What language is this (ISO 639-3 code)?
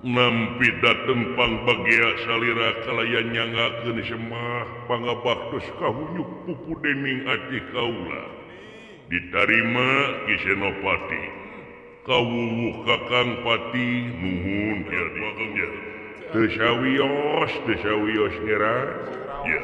sun